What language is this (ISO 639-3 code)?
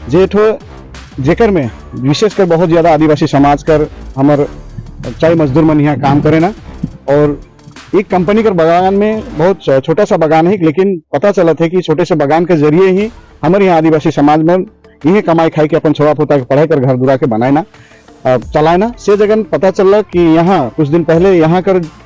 sck